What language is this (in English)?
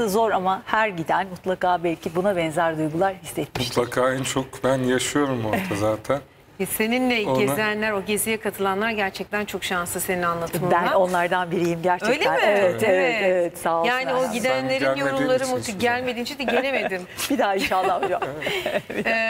Turkish